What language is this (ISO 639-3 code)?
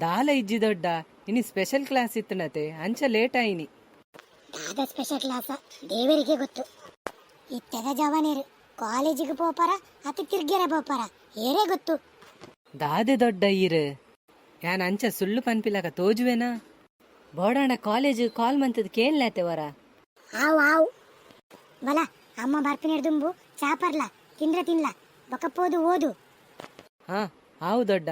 tcy